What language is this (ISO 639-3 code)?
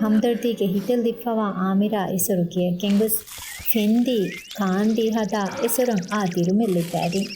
div